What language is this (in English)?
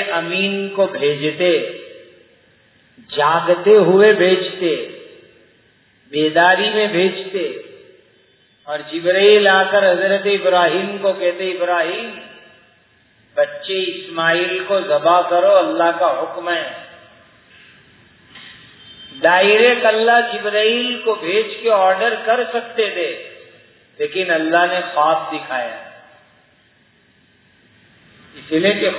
Urdu